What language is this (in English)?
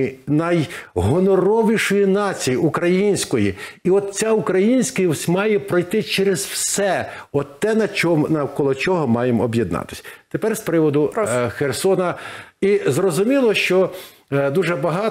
Ukrainian